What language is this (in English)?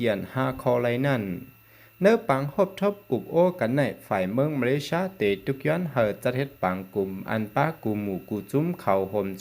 Shan